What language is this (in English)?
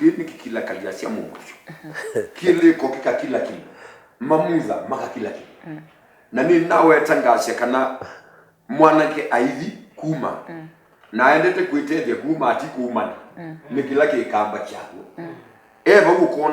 Kamba